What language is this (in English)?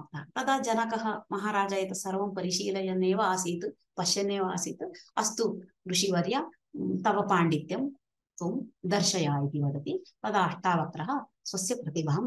Sanskrit